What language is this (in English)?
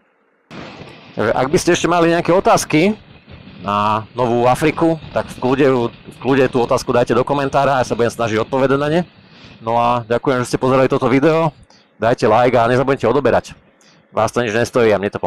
Slovak